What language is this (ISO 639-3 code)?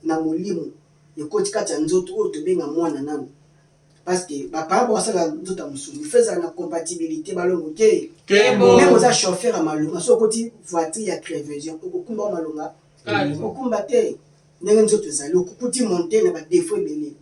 lin